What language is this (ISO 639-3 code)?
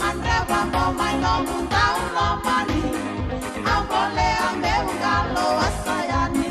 fij